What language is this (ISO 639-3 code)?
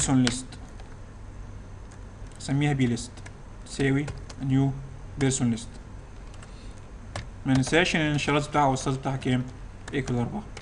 arz